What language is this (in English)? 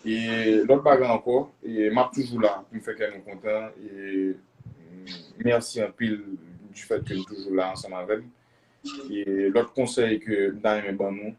Haitian Creole